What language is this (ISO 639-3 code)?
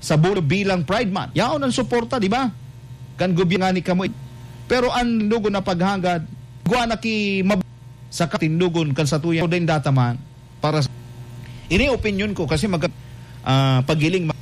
bik